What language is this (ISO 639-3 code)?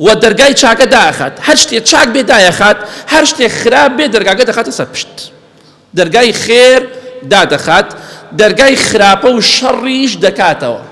ckb